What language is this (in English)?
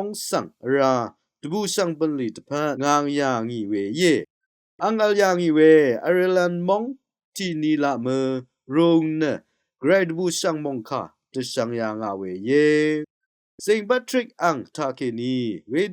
Rawang